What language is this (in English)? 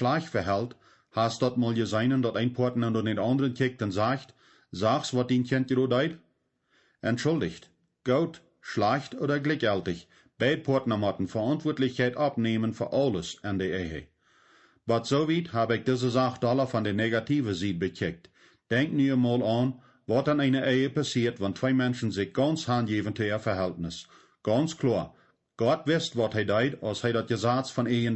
Plautdietsch